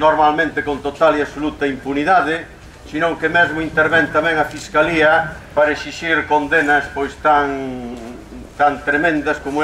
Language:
Galician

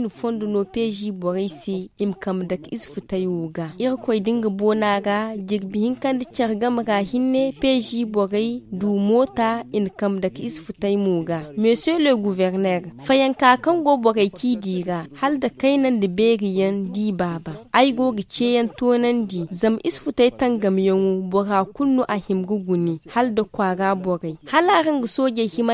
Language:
Zarma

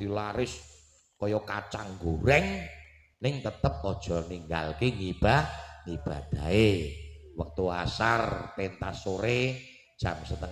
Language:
Javanese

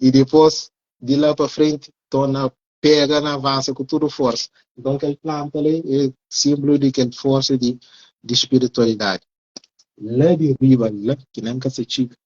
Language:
Kabuverdianu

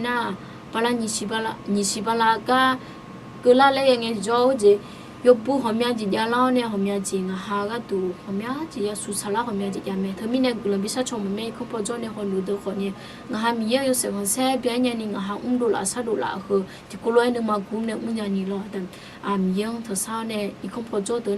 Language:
Akha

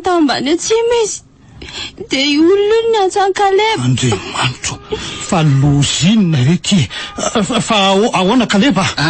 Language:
Malagasy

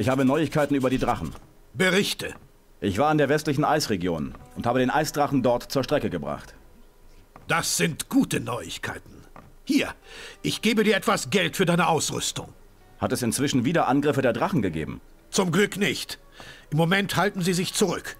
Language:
Bavarian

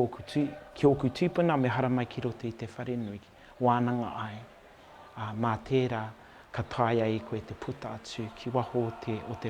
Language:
Māori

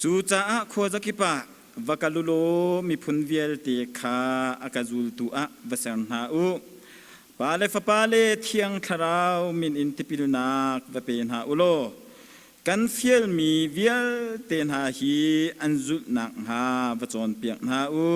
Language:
Hakha Chin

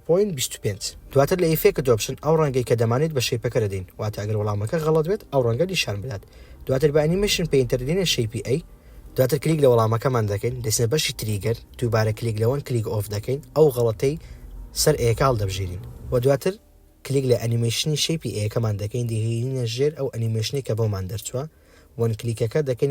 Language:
Central Kurdish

